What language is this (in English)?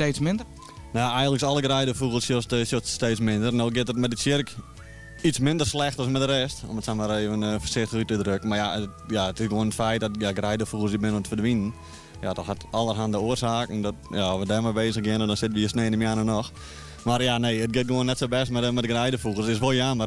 Western Frisian